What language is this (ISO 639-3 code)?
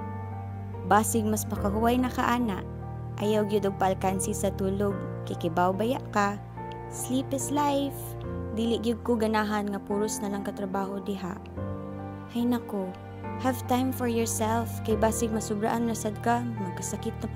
ceb